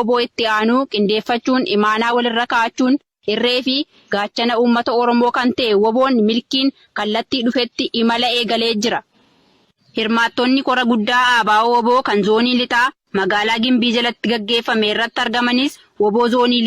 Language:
Oromo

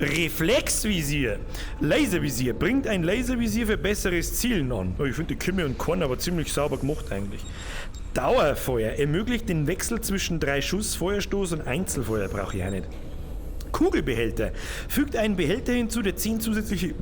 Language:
Bavarian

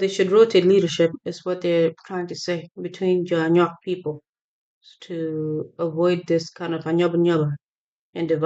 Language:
Acoli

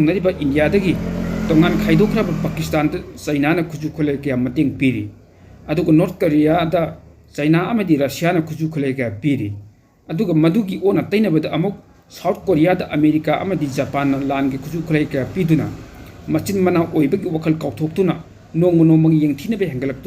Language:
Manipuri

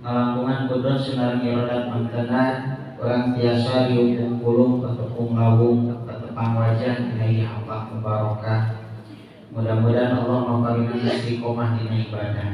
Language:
Sundanese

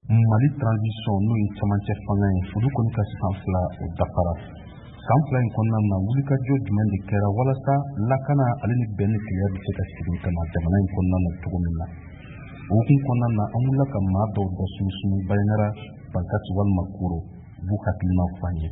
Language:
Bambara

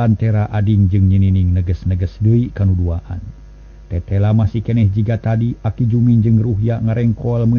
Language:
Sundanese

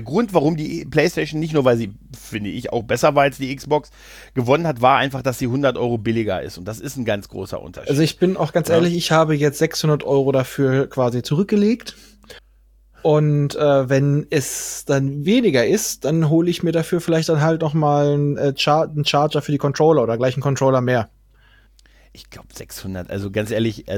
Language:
German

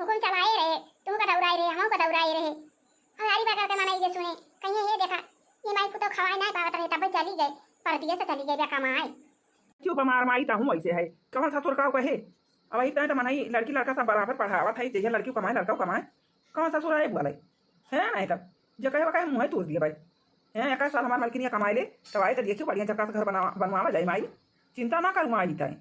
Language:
Awadhi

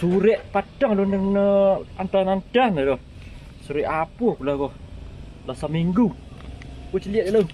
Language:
Minangkabau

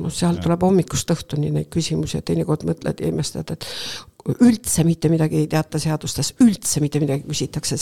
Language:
Estonian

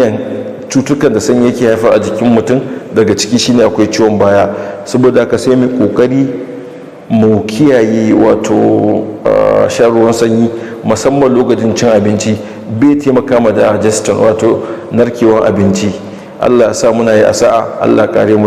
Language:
Hausa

